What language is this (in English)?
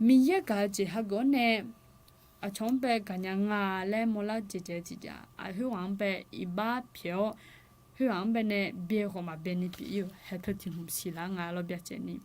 Akha